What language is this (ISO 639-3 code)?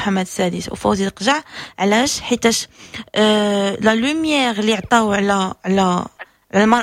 ary